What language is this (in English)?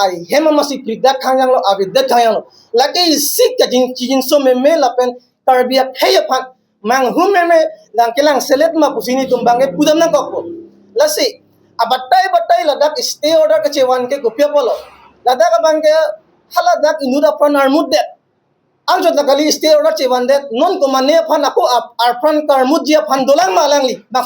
Karbi